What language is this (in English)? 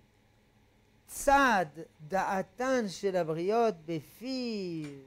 Hebrew